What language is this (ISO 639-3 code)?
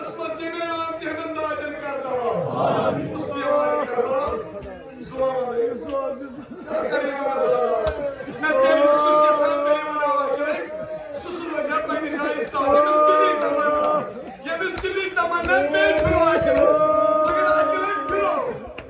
kas